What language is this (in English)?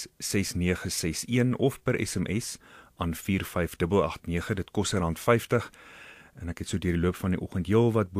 Afrikaans